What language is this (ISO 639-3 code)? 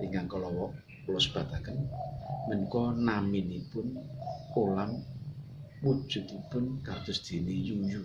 jav